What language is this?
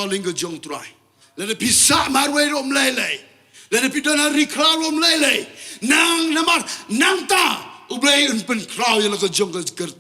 Khasi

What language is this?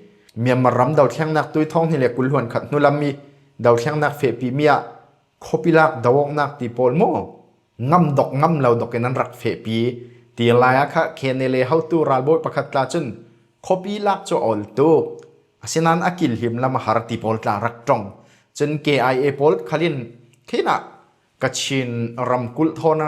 Falam Chin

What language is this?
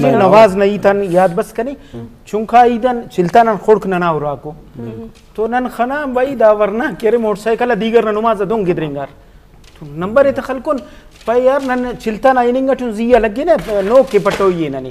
Eastern Balochi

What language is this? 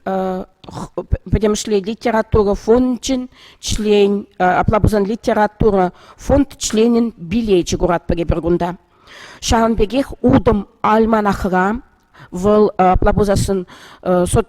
Chuvash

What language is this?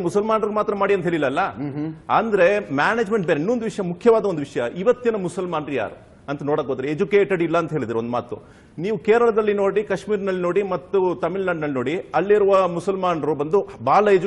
Kannada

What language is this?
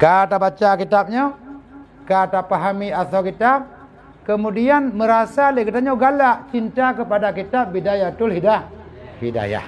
Achinese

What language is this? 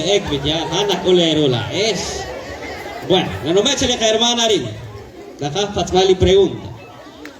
Kekchí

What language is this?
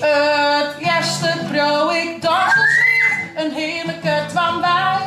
Western Frisian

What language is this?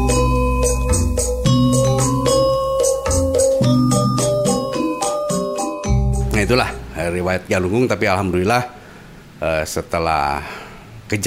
Indonesian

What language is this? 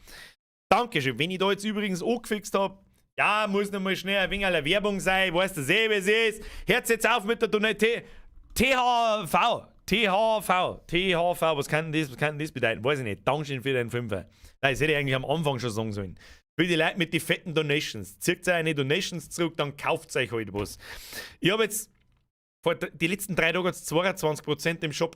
Bavarian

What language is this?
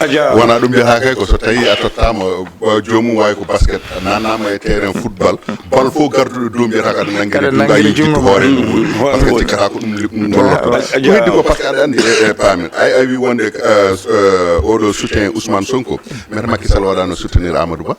Fula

